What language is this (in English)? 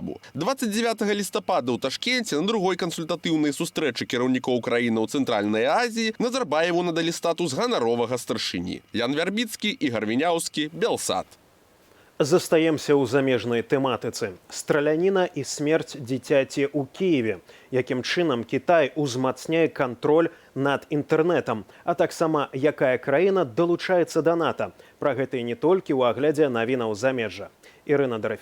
Belarusian